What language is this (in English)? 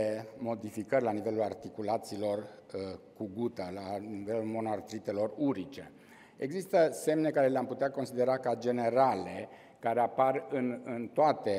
Romanian